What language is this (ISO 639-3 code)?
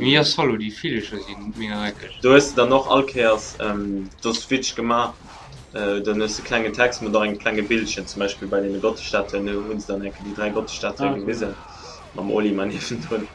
ltz